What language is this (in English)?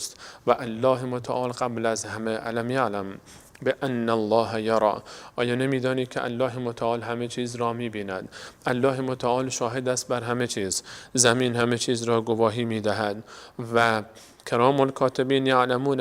Persian